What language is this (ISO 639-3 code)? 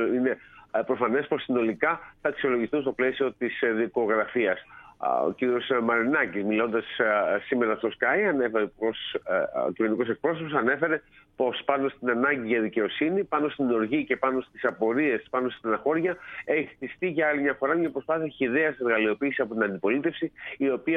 ell